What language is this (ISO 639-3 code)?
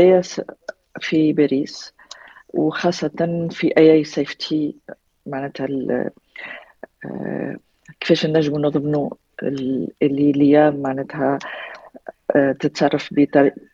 aeb